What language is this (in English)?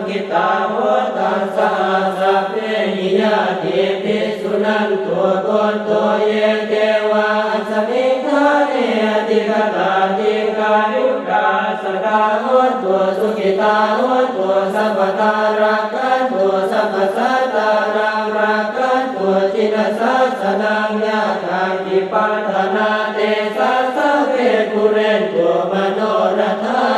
Pali